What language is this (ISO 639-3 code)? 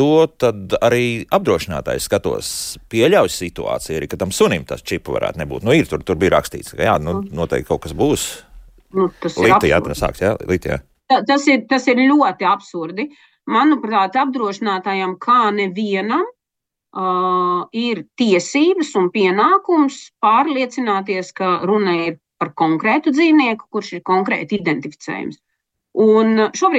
lav